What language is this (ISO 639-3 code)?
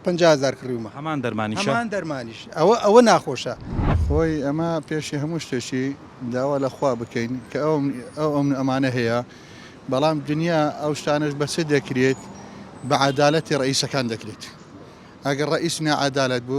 ckb